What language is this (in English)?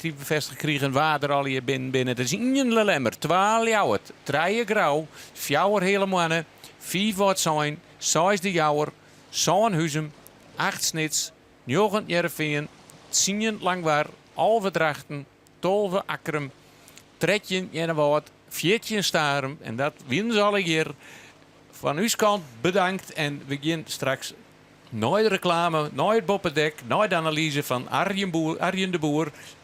Western Frisian